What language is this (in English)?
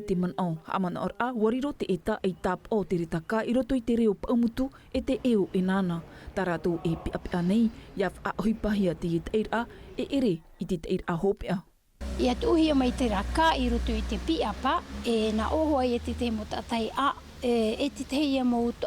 Tahitian